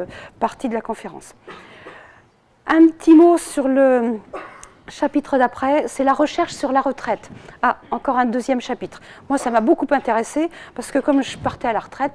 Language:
French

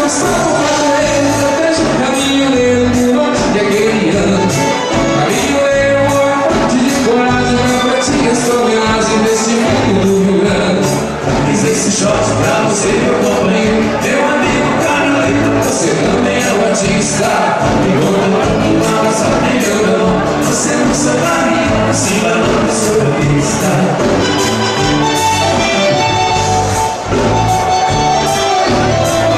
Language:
Portuguese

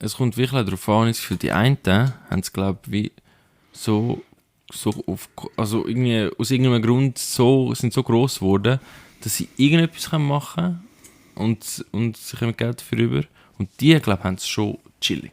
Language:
Swiss German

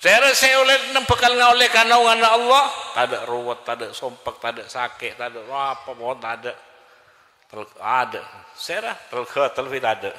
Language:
Madurese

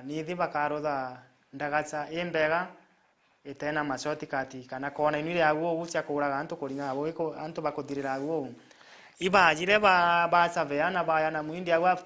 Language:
Meru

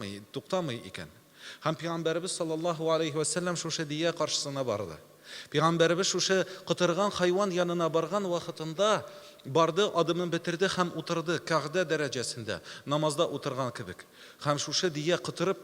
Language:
Tatar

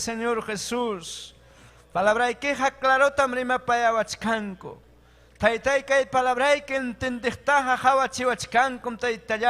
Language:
Ayacucho Quechua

